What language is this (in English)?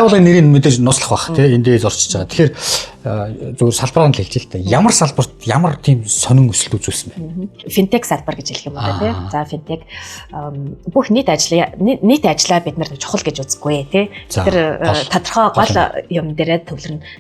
Mongolian